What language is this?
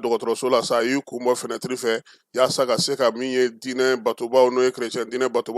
Bambara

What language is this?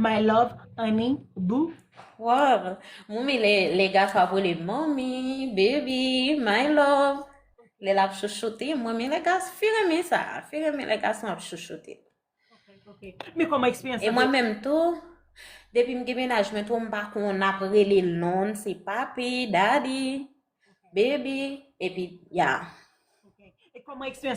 Haitian Creole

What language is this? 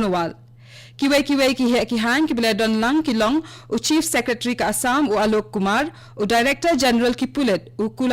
Khasi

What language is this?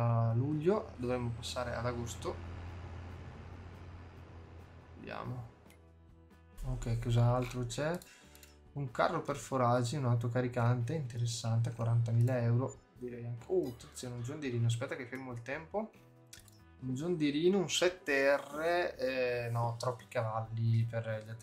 Italian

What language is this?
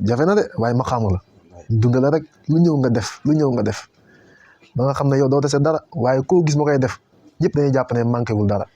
Wolof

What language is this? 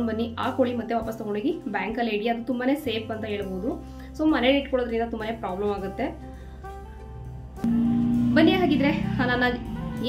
Kannada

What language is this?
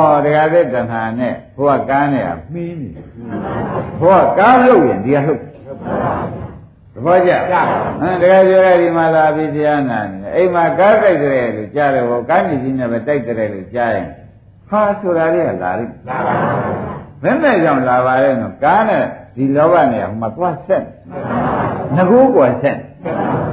Burmese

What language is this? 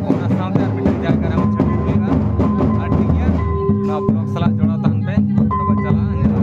Santali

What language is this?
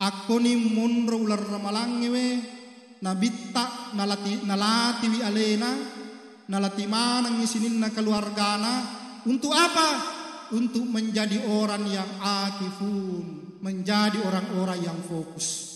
Buginese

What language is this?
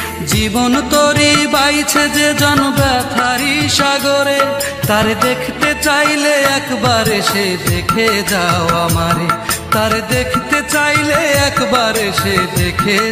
Bangla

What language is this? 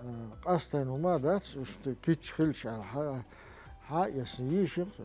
Chechen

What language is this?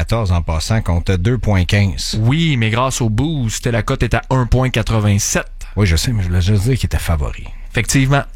French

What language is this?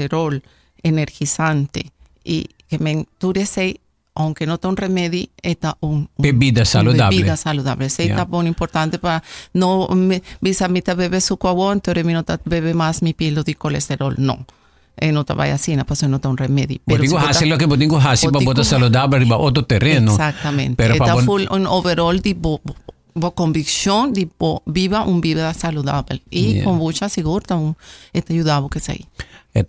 Papiamento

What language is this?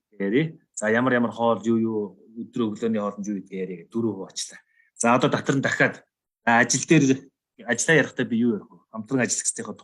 Mongolian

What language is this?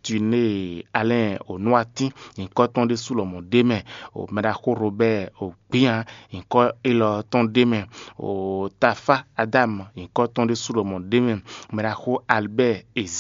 Fon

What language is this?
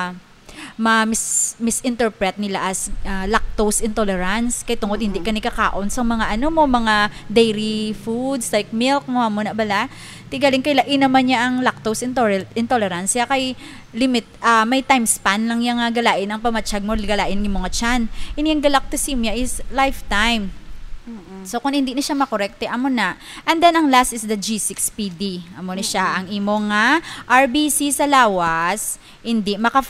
Hiligaynon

